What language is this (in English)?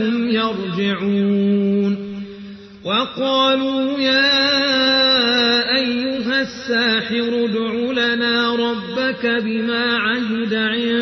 Arabic